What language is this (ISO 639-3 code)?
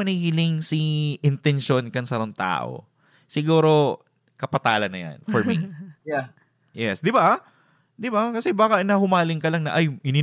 bik